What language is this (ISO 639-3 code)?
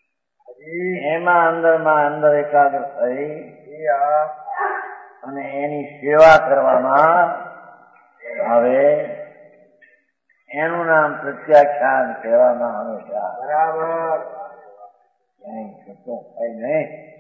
guj